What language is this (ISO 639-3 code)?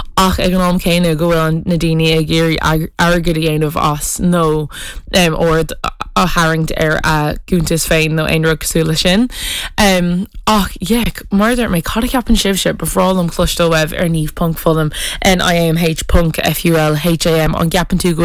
gle